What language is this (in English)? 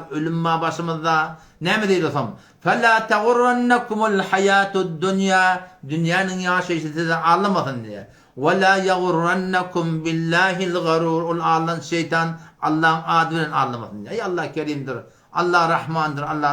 Turkmen